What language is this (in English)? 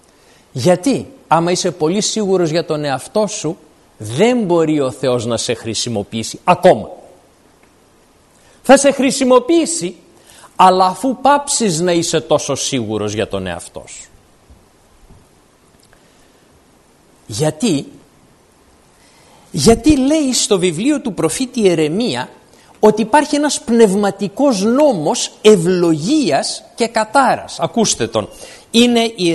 Greek